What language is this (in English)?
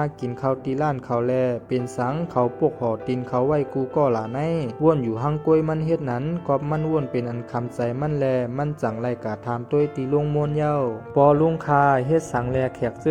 Shan